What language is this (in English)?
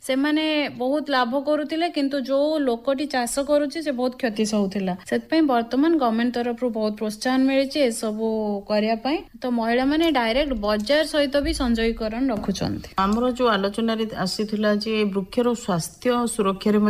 Odia